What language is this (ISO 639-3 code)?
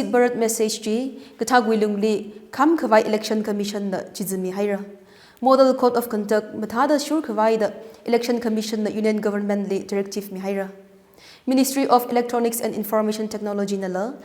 nmf